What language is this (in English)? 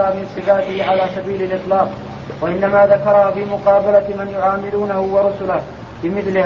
Arabic